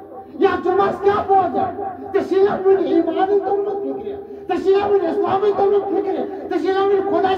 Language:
Kashmiri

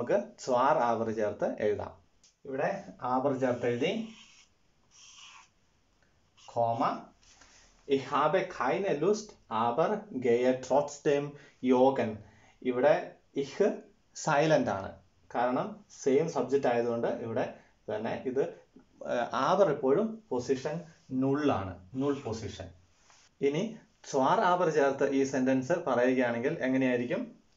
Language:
Malayalam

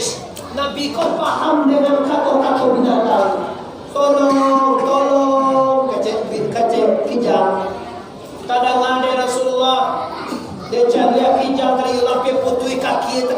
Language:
Minangkabau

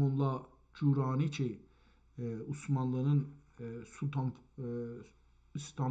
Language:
South Azerbaijani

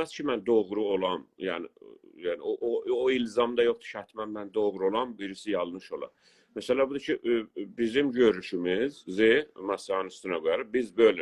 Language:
South Azerbaijani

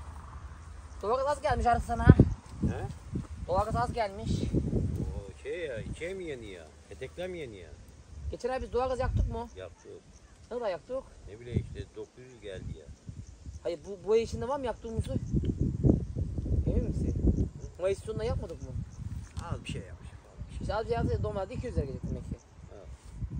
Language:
Turkish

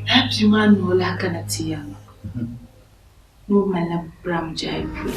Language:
Dagbani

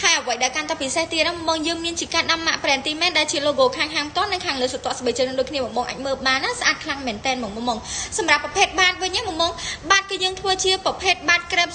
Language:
Khmer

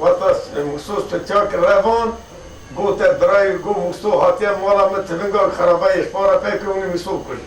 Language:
Kurdish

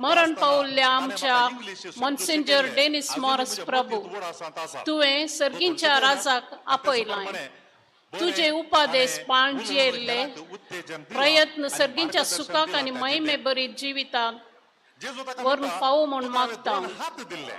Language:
Konkani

